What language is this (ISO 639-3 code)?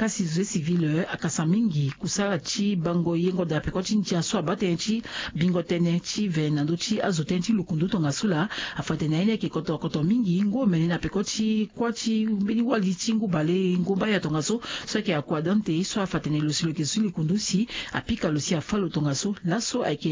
sag